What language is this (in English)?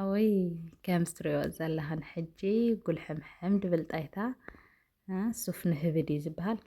Tigrinya